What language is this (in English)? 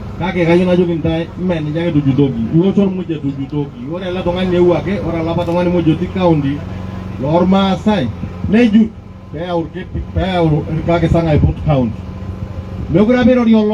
Masai